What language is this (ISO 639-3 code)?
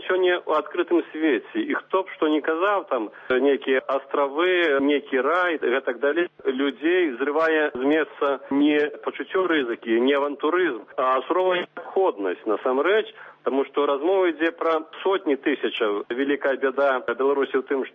bel